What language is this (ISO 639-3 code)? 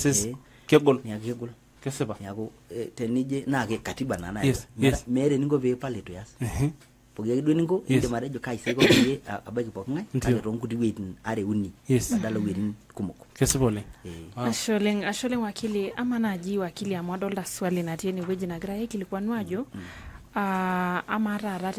mas